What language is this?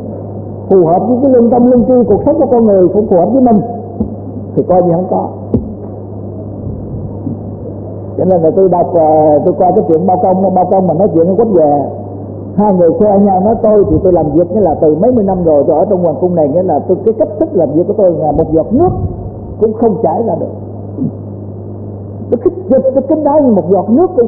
Vietnamese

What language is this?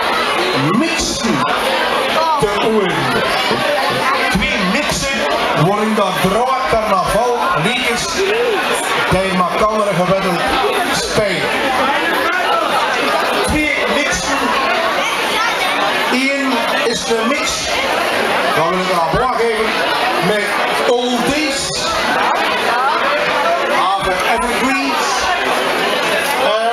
Dutch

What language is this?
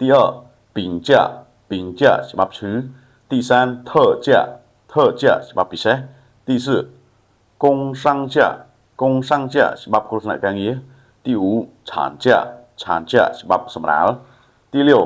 Khmer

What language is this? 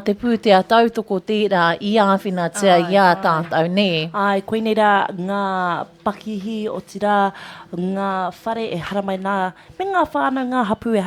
Māori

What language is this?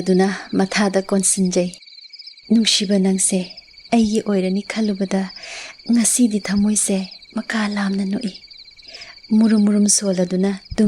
Manipuri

